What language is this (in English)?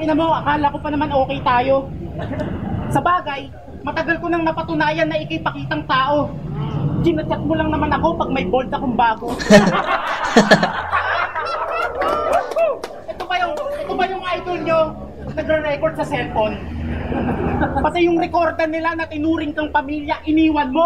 Filipino